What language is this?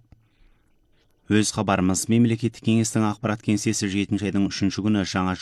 Kazakh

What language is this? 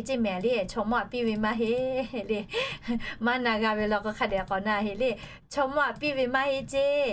Lahu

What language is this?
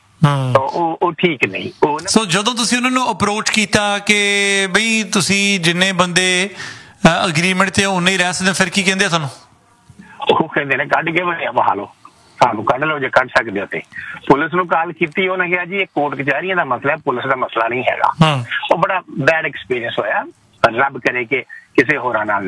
Punjabi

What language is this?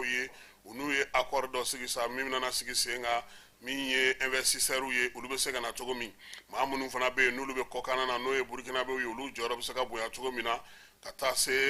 Bambara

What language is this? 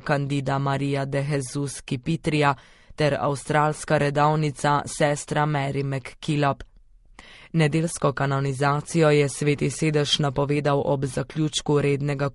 Slovenian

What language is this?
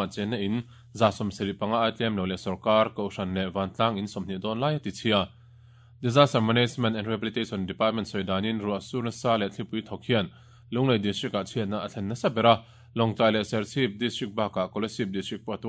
Mizo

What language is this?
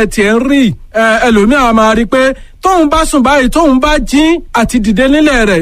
Yoruba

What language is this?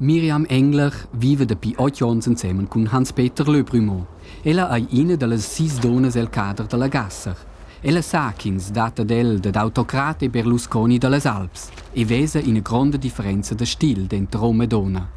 Romansh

